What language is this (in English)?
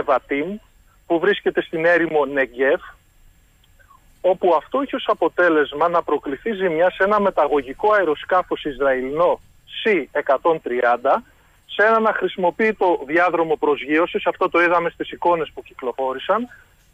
Greek